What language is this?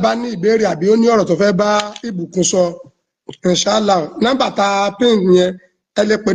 Yoruba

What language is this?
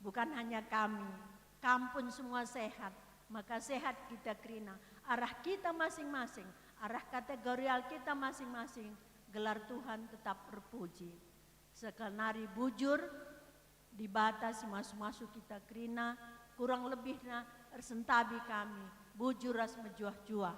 Batak Karo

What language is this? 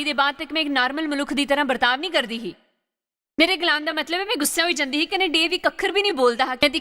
Dogri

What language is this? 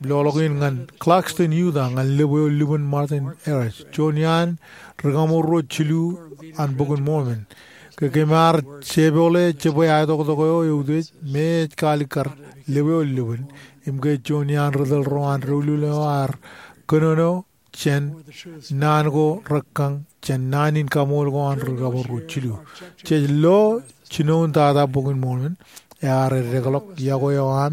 Marshallese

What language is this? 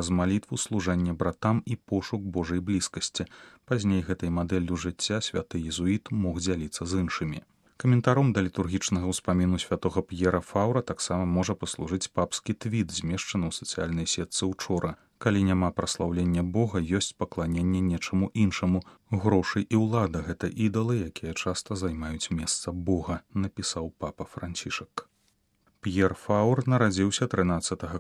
Belarusian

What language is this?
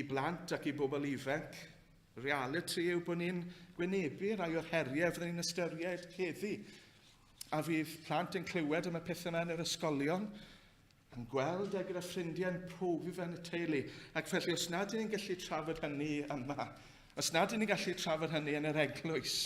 Welsh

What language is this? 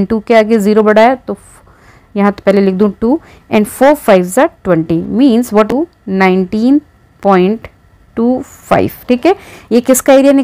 Hindi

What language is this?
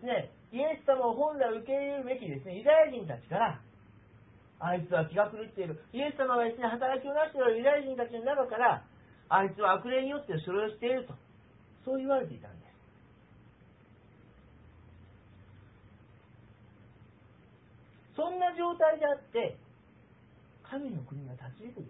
Japanese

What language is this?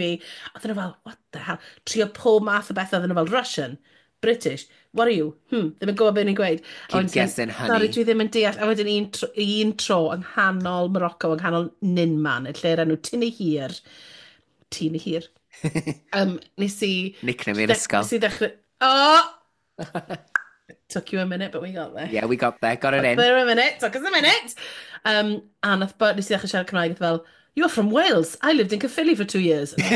Welsh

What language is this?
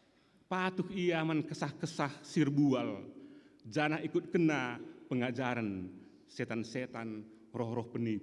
Batak Karo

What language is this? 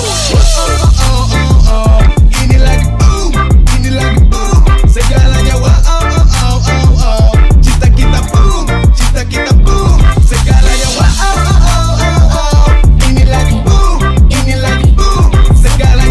Malay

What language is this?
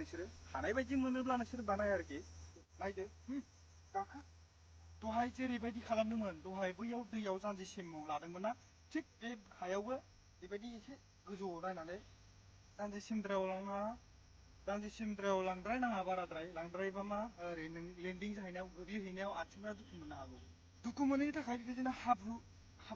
Bodo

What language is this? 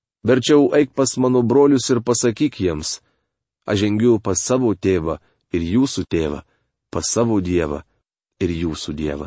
Lithuanian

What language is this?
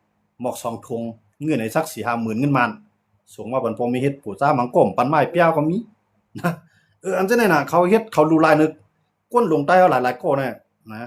Shan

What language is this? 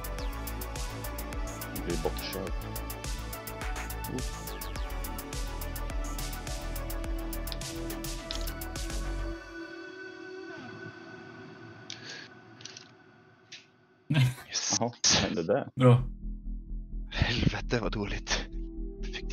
Swedish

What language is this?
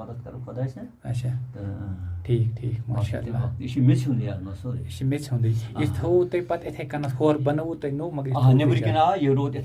Kashmiri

